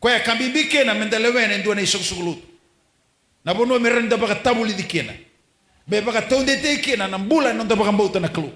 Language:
Fijian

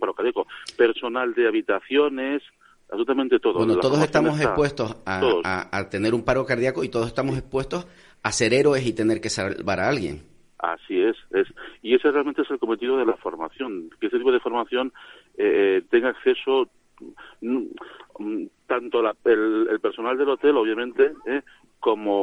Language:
Spanish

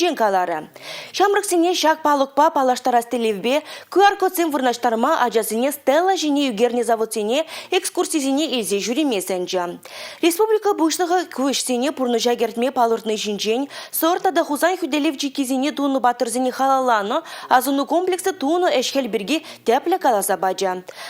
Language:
Chuvash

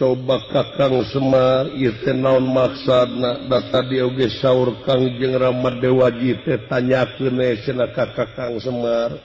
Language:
Sundanese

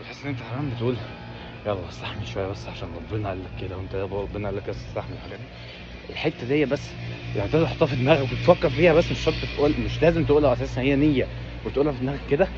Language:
Egyptian Arabic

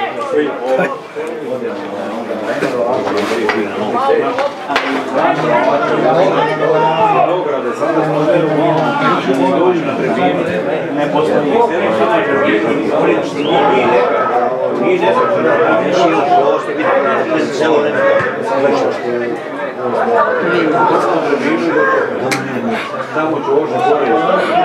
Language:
Croatian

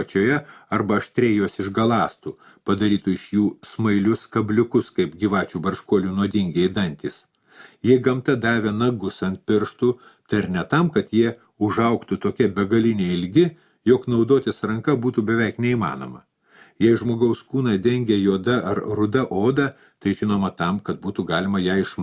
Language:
Lithuanian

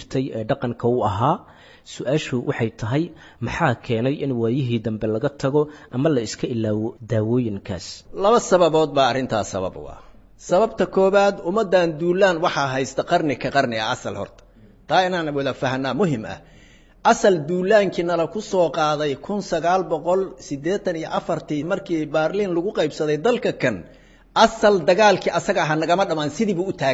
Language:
Somali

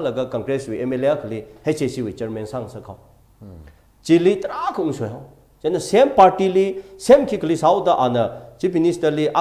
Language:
Tangkhul Naga (India)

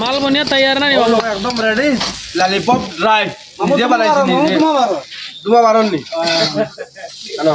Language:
Sylheti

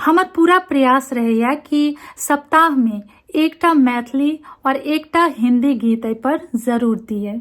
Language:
Maithili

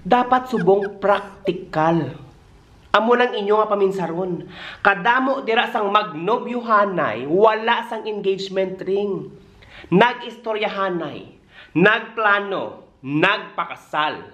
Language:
Hiligaynon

